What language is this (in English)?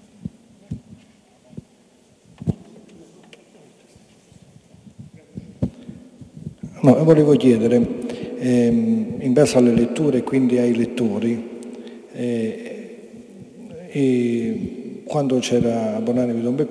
Italian